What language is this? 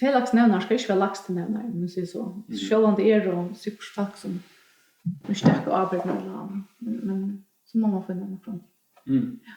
Faroese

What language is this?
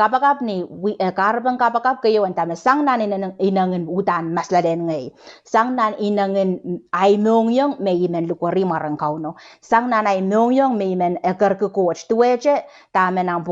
Pohnpeian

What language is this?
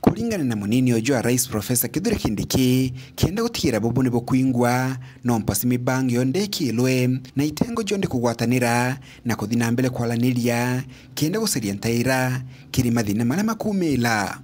Meru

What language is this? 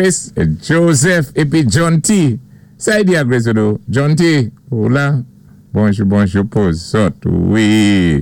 Saint Lucian Creole French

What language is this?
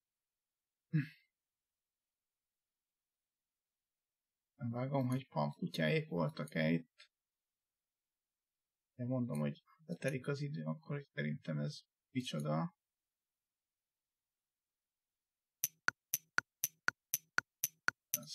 Hungarian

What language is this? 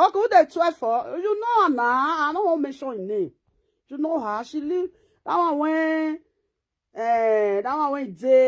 Nigerian Pidgin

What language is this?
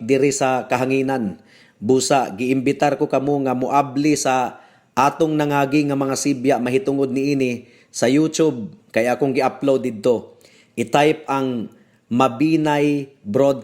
Cebuano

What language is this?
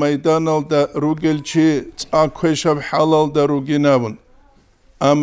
Avaric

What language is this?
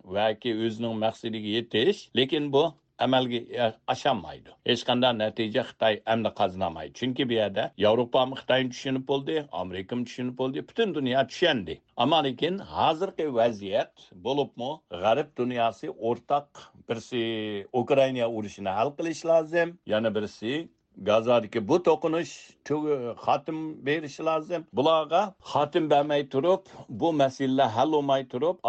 Uyghur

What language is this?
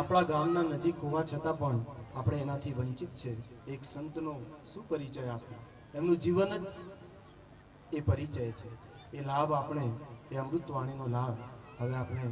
Gujarati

